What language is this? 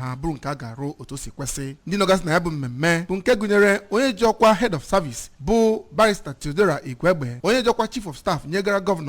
Igbo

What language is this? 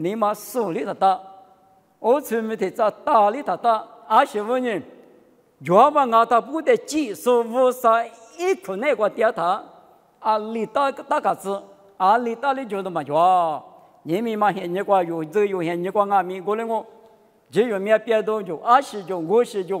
Lisu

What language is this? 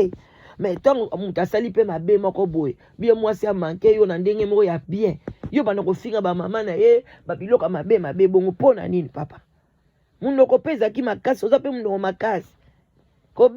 Lingala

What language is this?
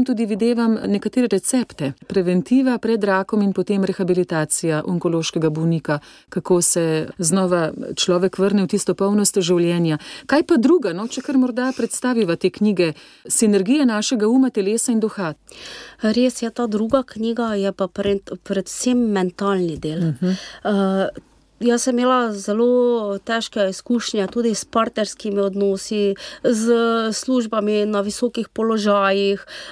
Slovenian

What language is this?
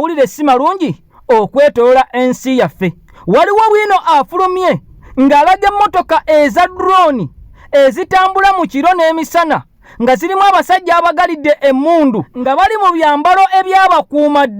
Ganda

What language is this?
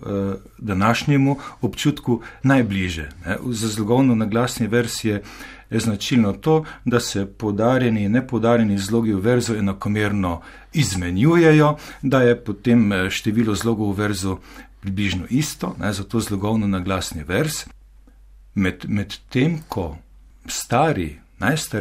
Slovenian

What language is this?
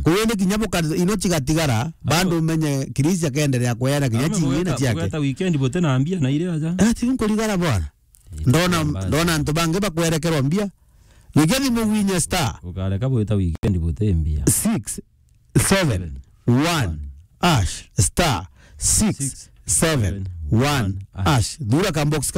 Meru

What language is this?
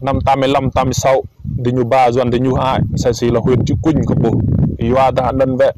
Rade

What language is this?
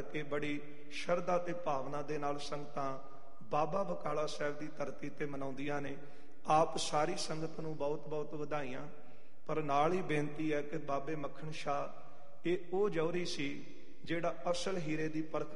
Punjabi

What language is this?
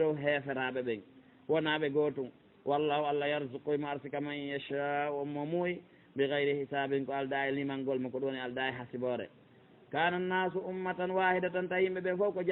Fula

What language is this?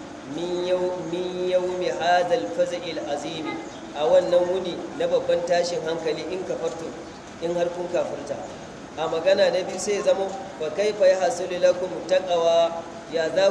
Hausa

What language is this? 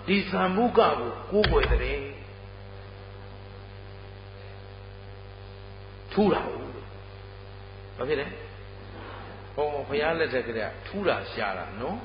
Burmese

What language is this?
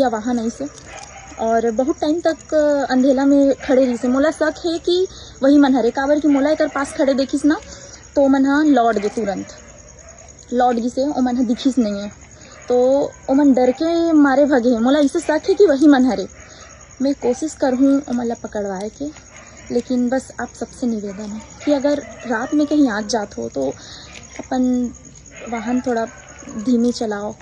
Chhattisgarhi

